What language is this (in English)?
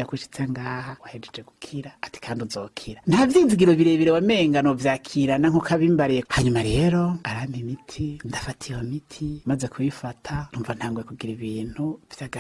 Rundi